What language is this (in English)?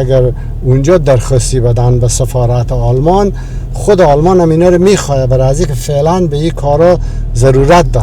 Persian